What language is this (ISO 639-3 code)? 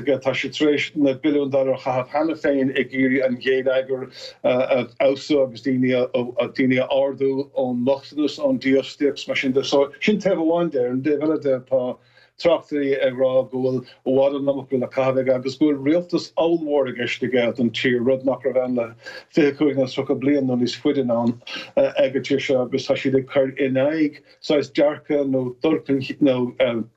gle